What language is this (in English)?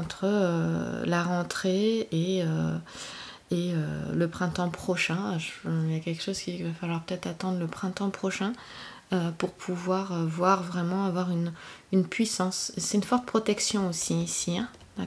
French